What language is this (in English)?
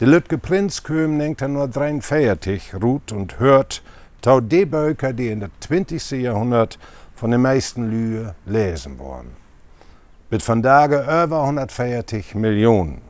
Low German